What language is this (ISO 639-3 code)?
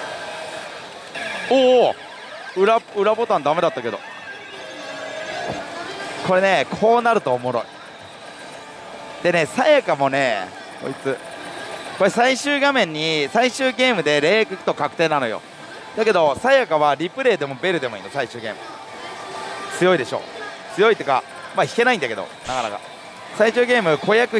jpn